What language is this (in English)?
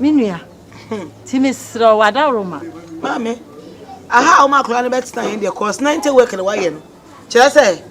Akan